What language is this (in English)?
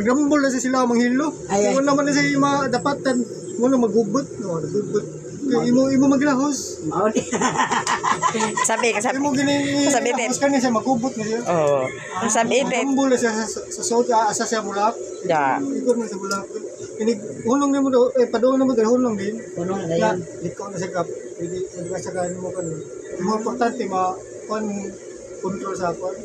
Cebuano